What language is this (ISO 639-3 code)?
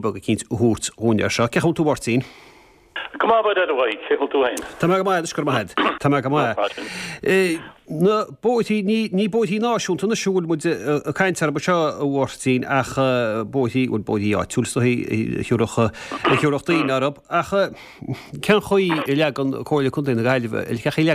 gle